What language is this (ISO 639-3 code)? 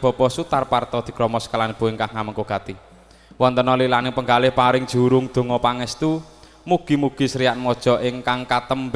jav